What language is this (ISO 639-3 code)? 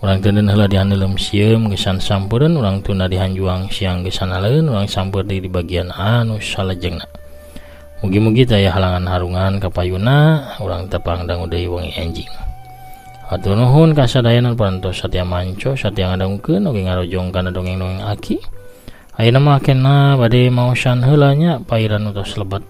sun